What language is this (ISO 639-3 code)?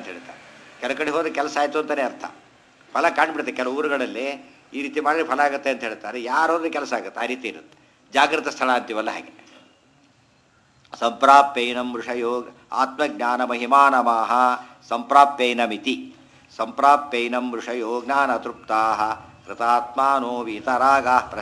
kan